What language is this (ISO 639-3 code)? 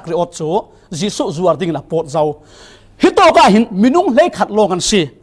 cfm